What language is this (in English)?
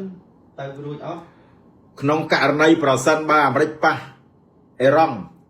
Khmer